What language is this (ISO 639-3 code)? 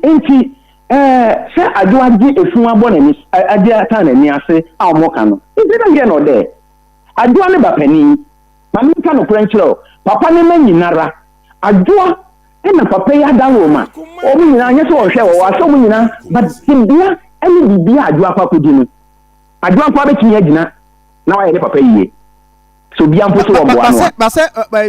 aka